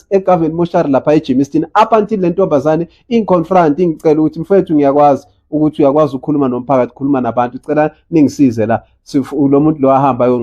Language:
Zulu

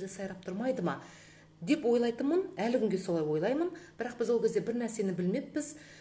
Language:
Kazakh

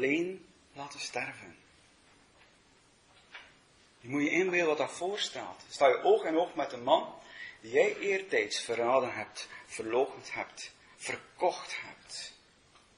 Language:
Dutch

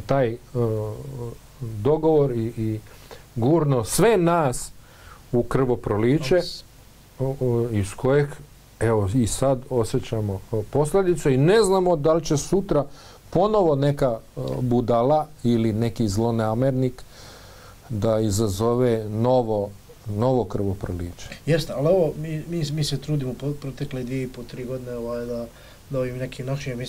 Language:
Bosnian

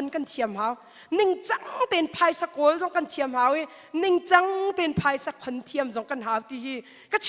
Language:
Hakha Chin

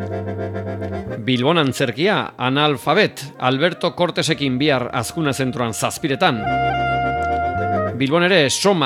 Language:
Basque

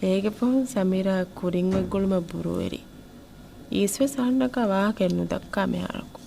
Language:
Divehi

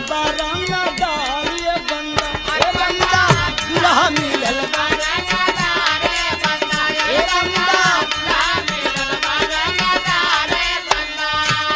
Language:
Bhojpuri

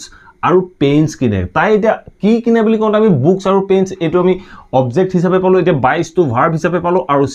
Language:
Assamese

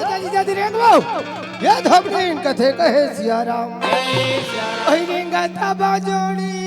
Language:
Chhattisgarhi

